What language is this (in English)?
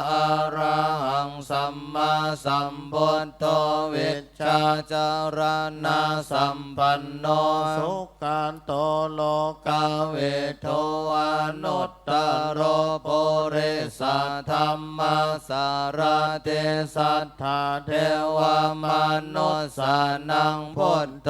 Pali